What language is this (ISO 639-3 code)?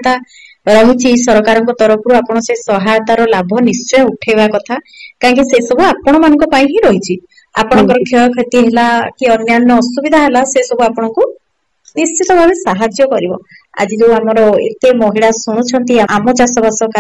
ori